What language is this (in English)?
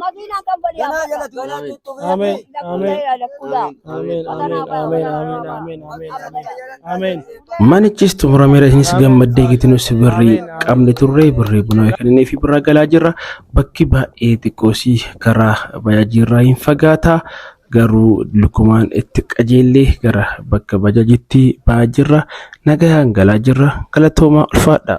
Oromo